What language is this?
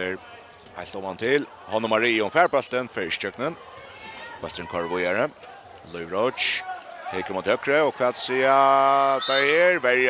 Faroese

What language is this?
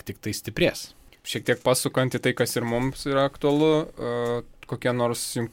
Lithuanian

